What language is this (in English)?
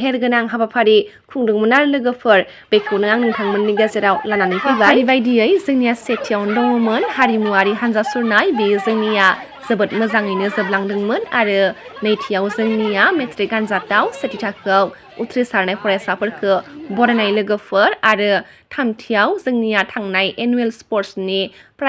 Bodo